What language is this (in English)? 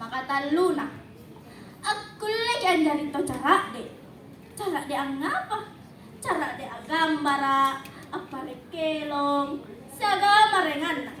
Makasar